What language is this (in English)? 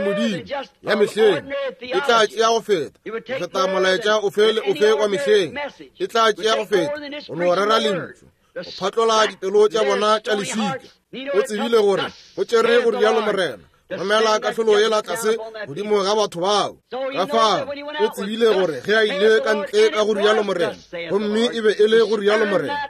Northern Sotho